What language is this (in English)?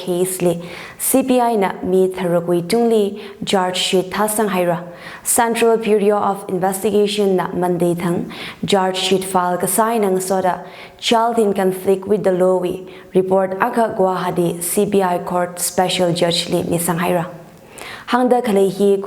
Tangkhul Naga (India)